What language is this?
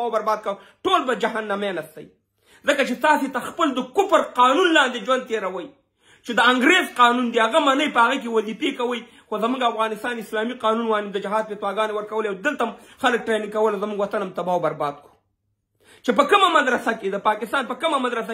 Pashto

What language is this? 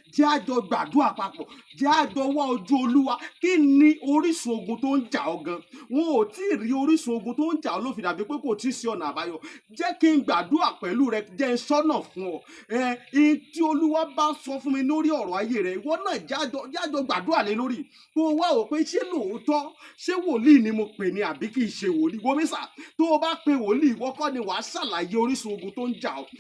Yoruba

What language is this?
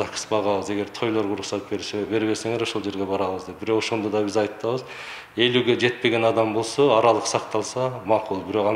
Kyrgyz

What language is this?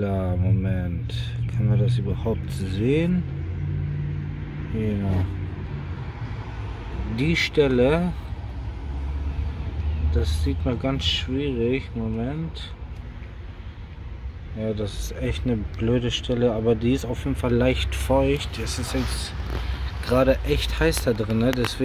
German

